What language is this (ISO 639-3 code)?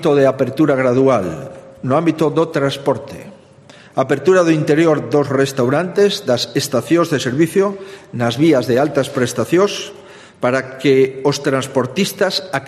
glg